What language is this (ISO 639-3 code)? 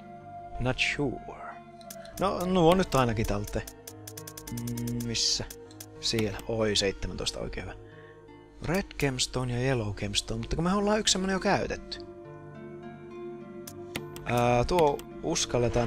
fin